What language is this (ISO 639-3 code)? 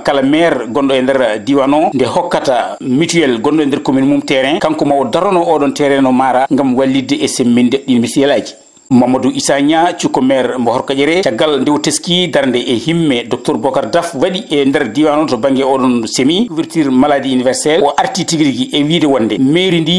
ful